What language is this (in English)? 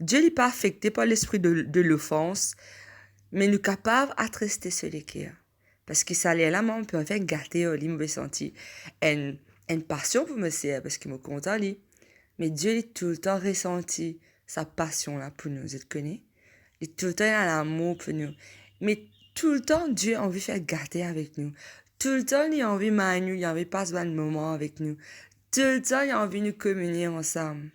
Morisyen